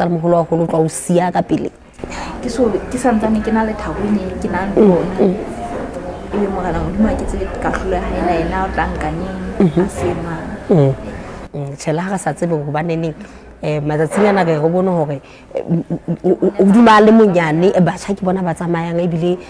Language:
Southern Sotho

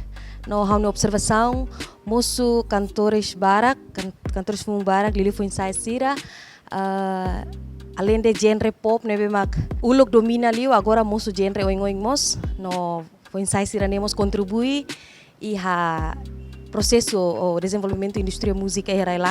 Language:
Tetum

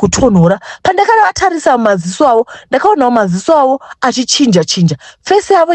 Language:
Shona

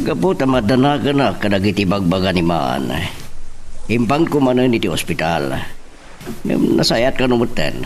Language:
Iloko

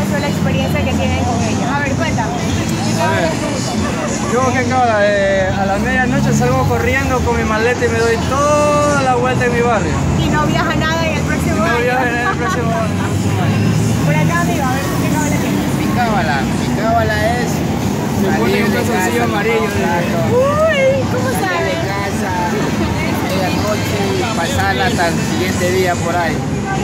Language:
Spanish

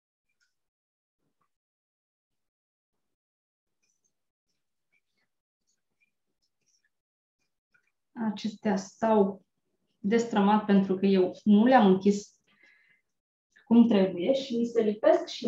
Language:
Romanian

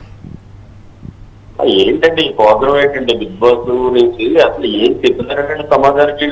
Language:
Telugu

